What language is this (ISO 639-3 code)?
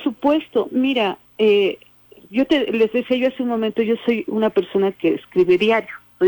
spa